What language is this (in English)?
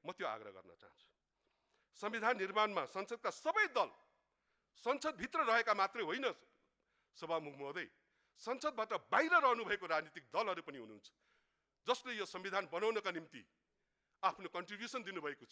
Nepali